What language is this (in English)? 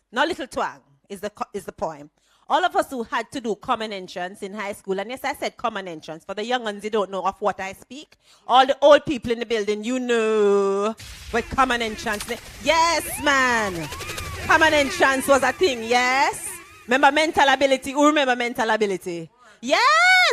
Jamaican Creole English